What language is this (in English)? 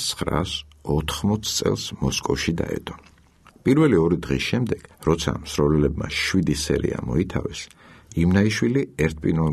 Georgian